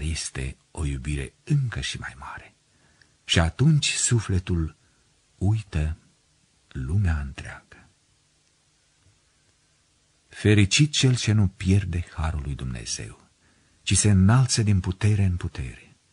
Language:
Romanian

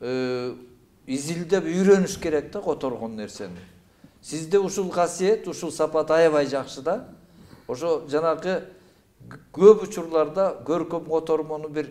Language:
Kyrgyz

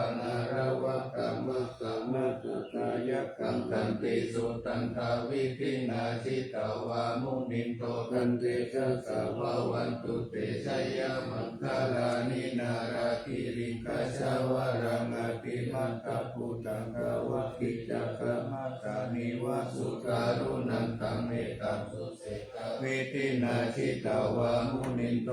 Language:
Pali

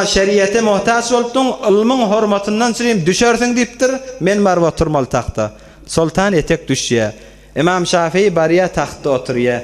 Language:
Turkmen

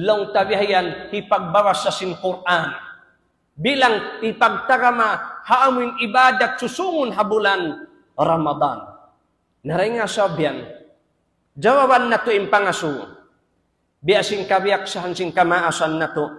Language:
Tausug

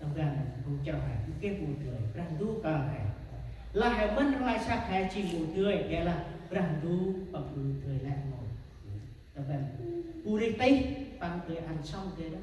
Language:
Central Mnong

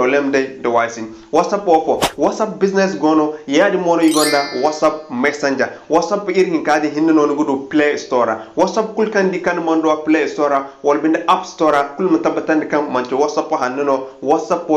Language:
Zarma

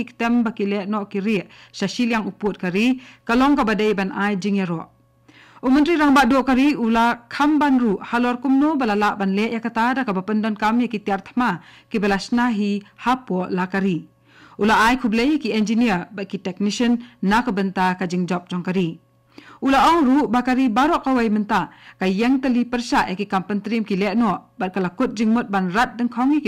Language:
Khasi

